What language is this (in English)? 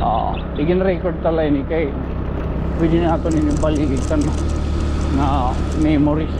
Waray